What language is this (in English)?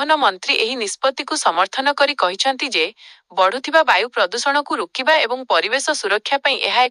Odia